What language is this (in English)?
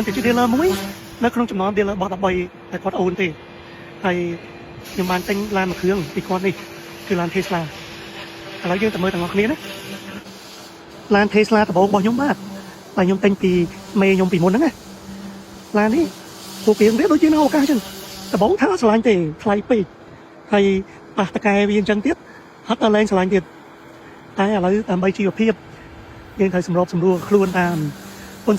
Khmer